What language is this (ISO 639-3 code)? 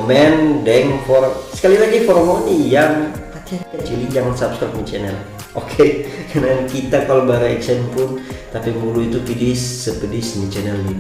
xmm